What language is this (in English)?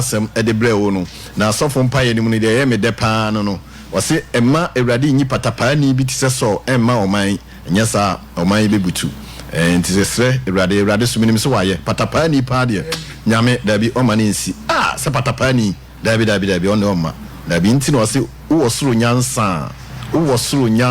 Akan